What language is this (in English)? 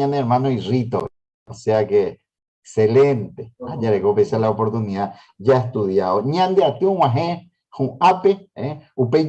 Guarani